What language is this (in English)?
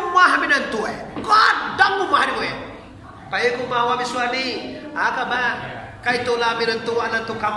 Minangkabau